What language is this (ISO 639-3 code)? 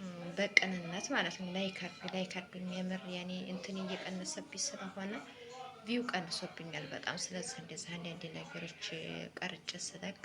amh